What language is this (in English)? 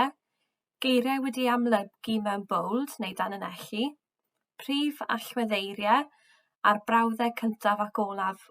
Welsh